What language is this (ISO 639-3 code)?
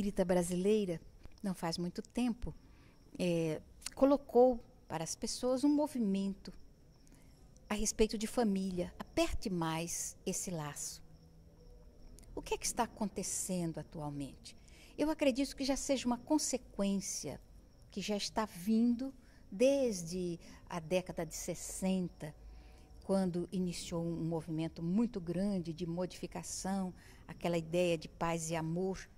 por